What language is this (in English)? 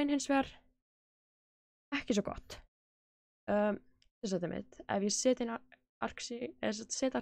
Icelandic